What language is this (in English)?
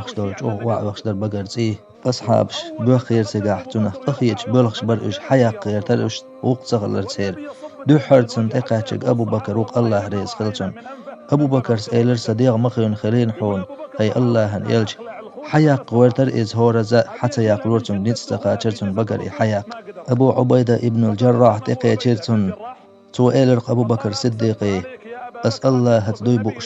Chechen